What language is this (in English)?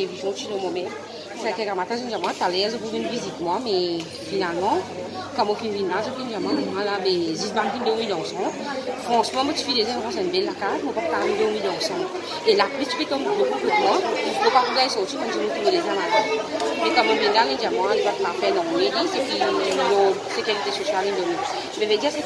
Morisyen